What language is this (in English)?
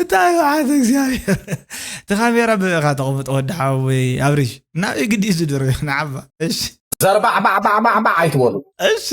Tigrinya